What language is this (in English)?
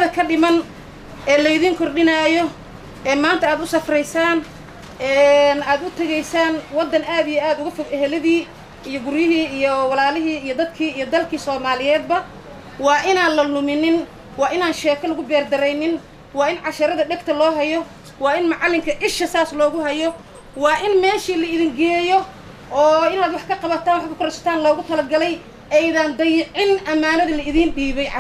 Somali